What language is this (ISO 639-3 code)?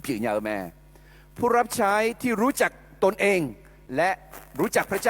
ahk